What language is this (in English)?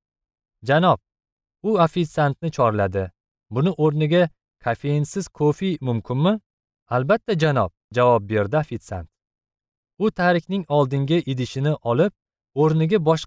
Uzbek